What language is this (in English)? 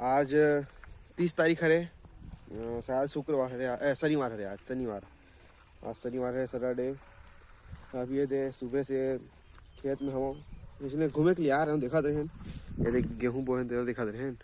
Chhattisgarhi